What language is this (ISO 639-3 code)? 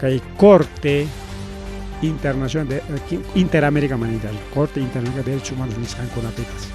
quy